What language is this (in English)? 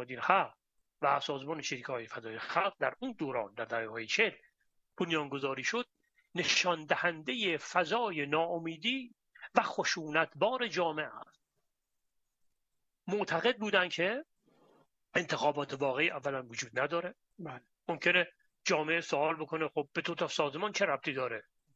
Persian